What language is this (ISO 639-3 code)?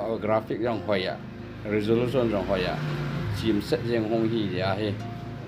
tcz